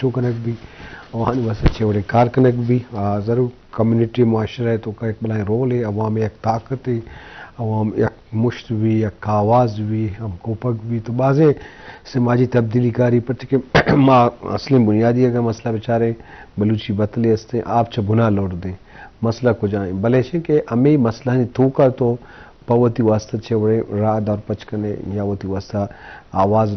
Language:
Eastern Balochi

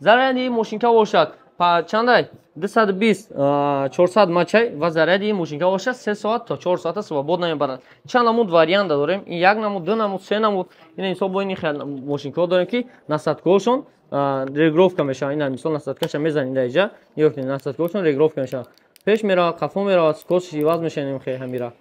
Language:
Tajik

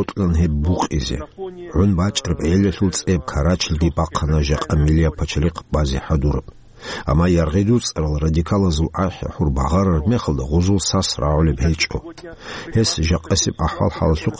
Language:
Avaric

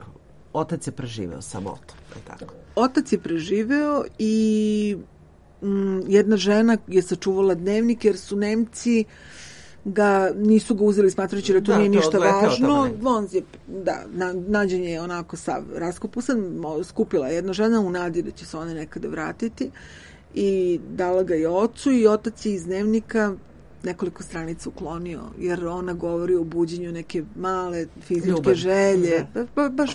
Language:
Serbian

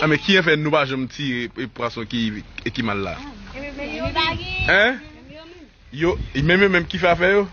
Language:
Haitian Creole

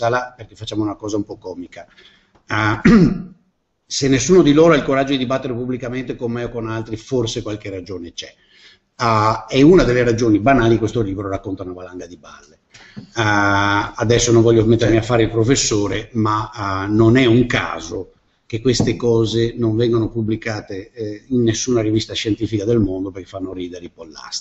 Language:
Italian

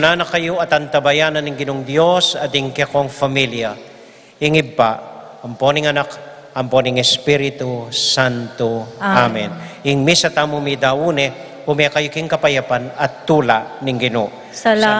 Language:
Pampanga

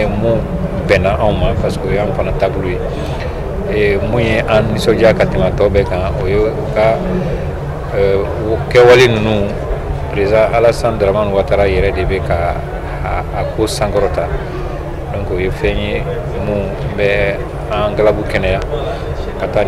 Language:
Bambara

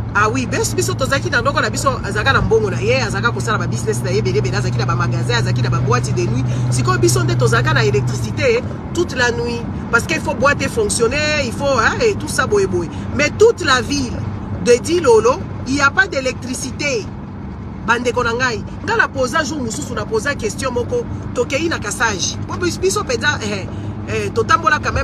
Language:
Lingala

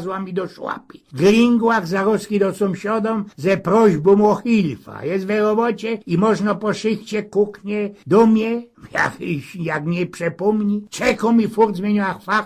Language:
Silesian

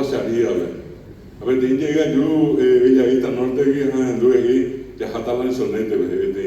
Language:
Guarani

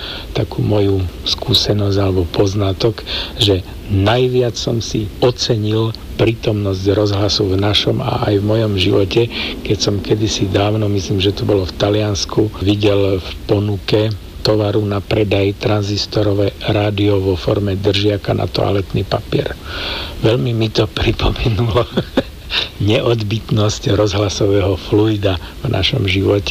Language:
Slovak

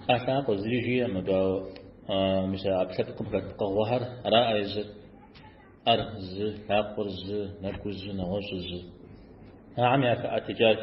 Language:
Kabardian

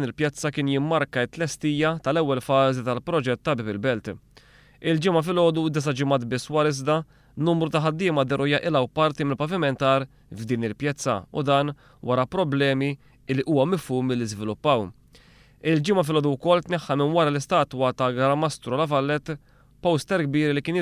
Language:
Maltese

